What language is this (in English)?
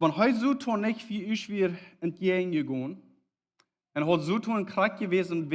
Plautdietsch